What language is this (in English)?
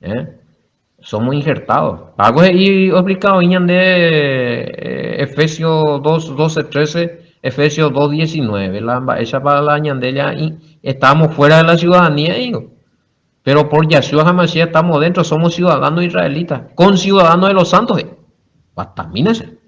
Guarani